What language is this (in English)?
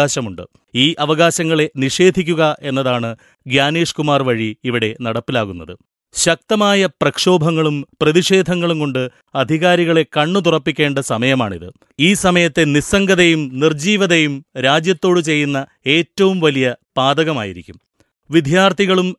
Malayalam